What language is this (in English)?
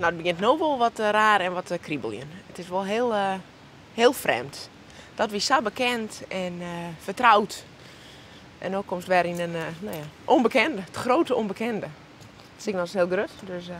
Western Frisian